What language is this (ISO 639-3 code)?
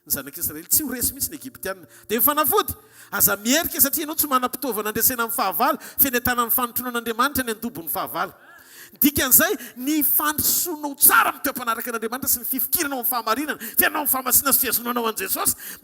mlg